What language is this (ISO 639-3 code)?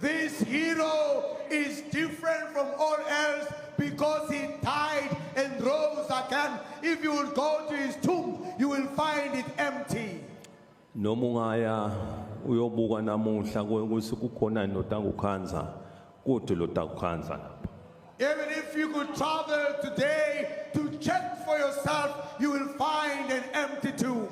ssw